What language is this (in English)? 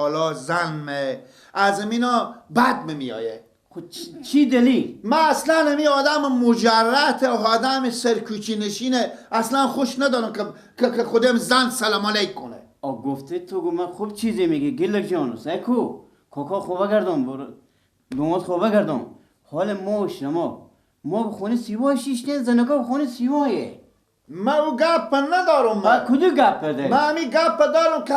Persian